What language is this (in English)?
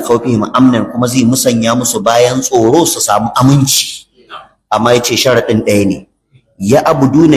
Hausa